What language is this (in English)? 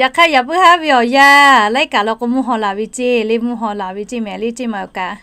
Lahu